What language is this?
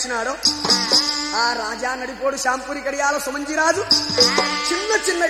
Telugu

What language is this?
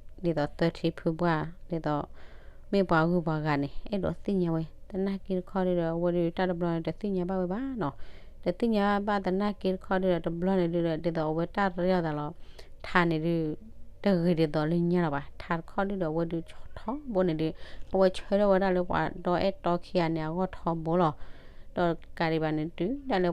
S'gaw Karen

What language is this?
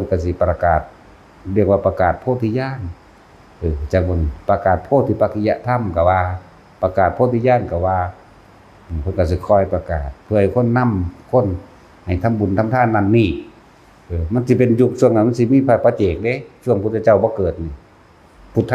Northeastern Thai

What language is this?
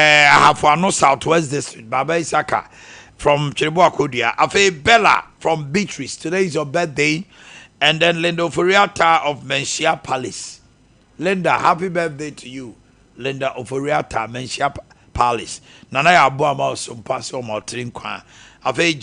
Akan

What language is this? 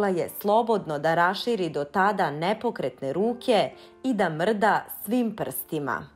Serbian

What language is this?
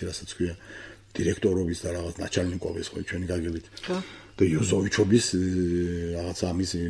Georgian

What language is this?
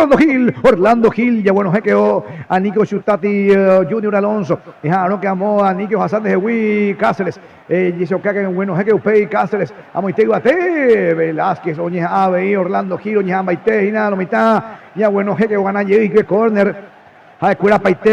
Guarani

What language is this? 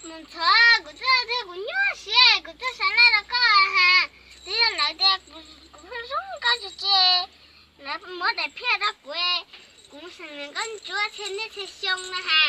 Hmong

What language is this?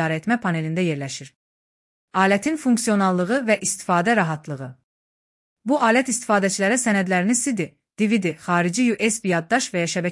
Azerbaijani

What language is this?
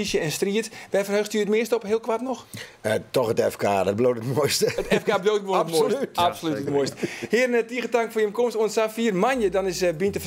Western Frisian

